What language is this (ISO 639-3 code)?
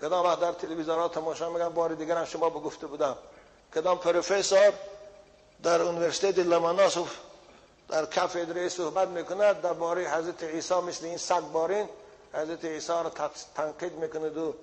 tgk